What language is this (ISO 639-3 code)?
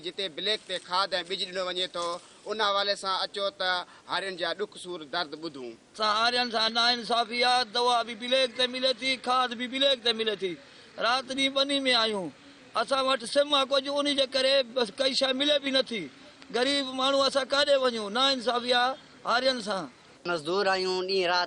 snd